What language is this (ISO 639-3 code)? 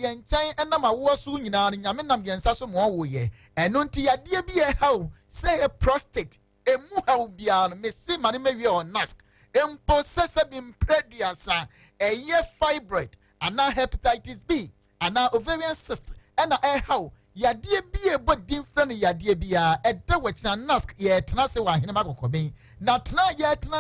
aka